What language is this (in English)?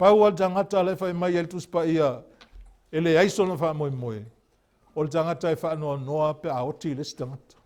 Samoan